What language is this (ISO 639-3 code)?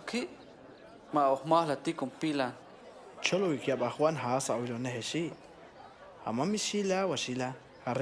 toj